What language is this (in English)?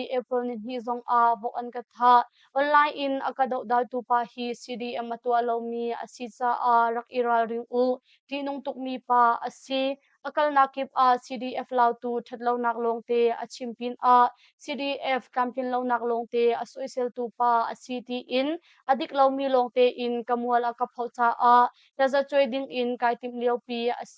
Hakha Chin